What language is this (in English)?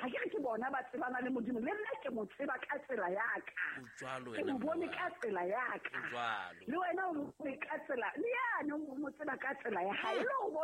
Southern Sotho